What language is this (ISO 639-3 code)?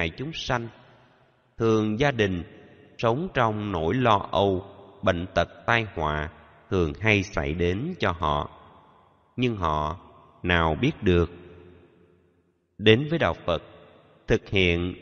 vie